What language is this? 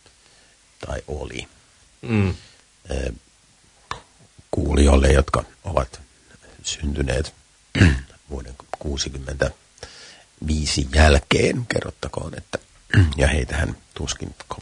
Finnish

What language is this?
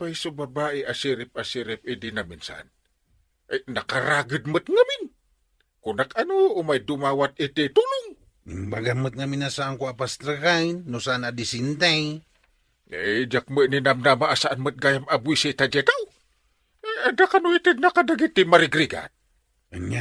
Iloko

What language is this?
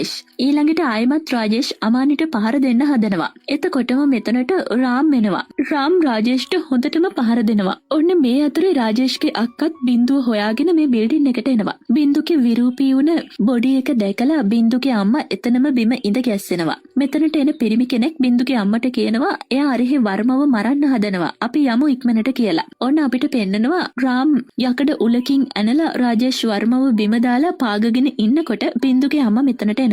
Sinhala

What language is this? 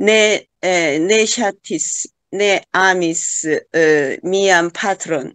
Esperanto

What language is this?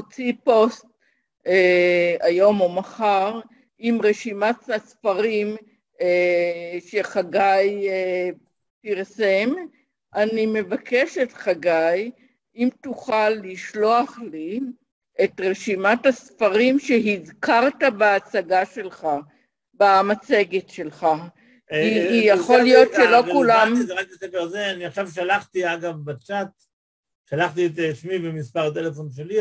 Hebrew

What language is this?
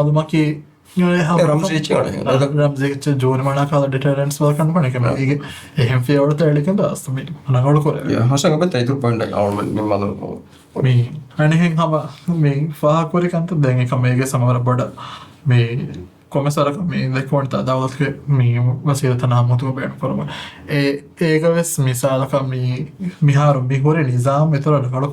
Divehi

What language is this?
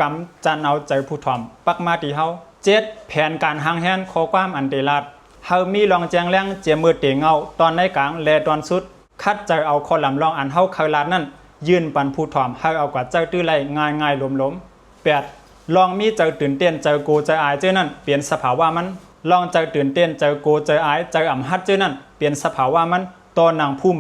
Shan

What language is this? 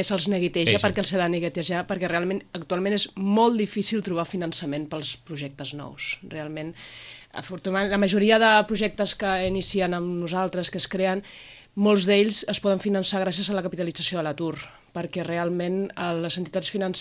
Catalan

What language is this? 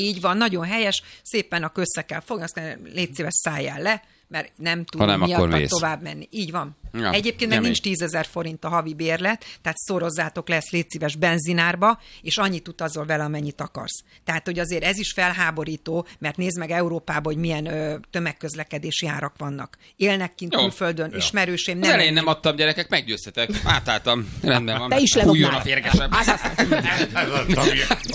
Hungarian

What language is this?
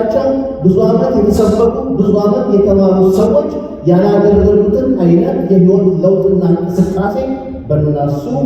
Amharic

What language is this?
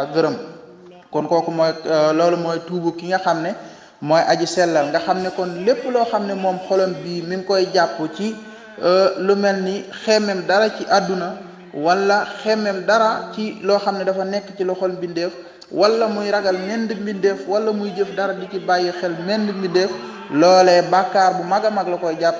Wolof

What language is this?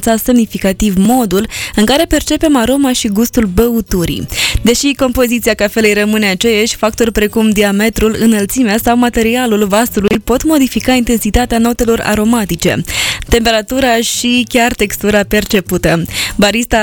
Romanian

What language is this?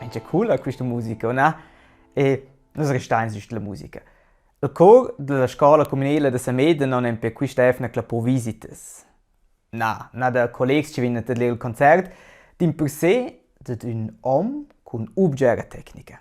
Romansh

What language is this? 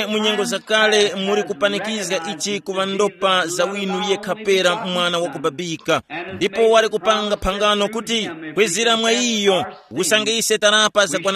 Tumbuka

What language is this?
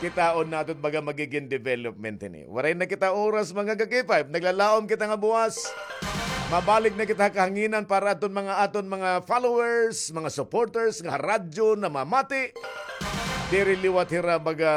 Waray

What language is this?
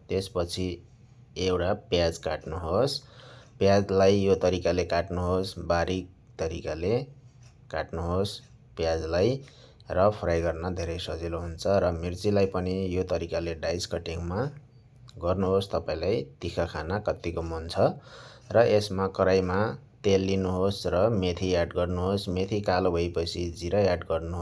Nepali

